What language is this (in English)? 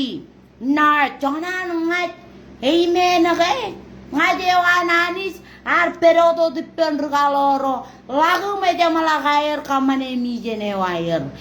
Marshallese